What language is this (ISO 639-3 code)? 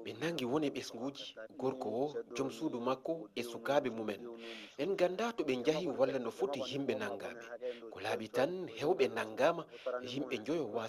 ful